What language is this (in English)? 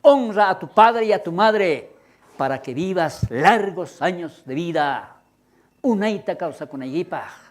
South Bolivian Quechua